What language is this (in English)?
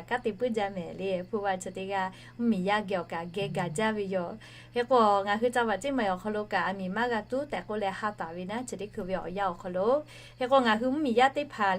Lahu